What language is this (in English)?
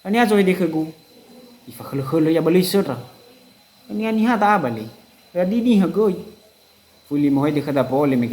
Nias